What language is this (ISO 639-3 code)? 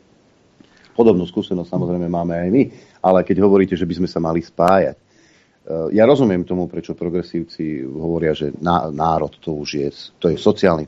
slk